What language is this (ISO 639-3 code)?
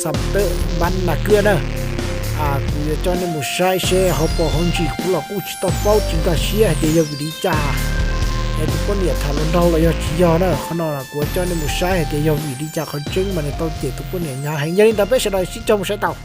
hmn